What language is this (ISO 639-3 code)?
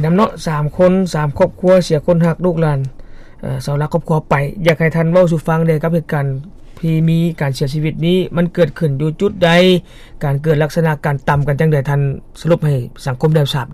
lao